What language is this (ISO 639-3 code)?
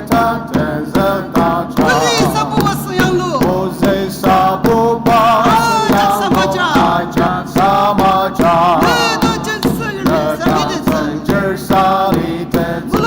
njo